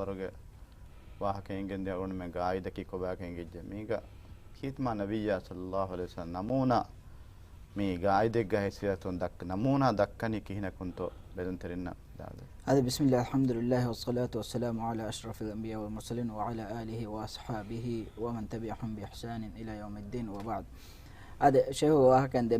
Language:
Divehi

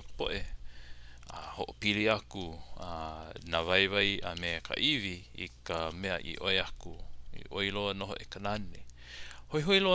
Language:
Hawaiian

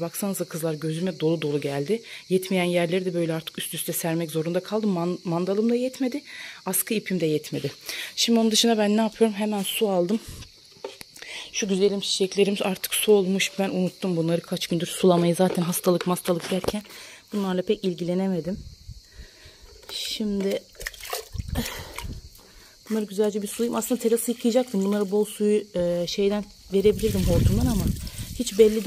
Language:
Turkish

